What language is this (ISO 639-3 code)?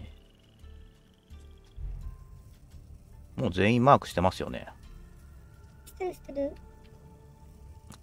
jpn